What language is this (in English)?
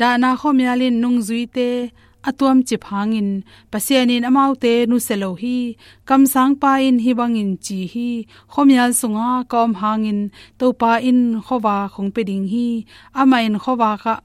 Tedim Chin